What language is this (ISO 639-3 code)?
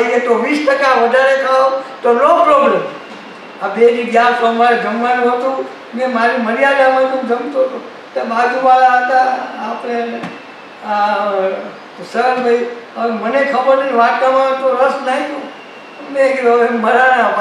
guj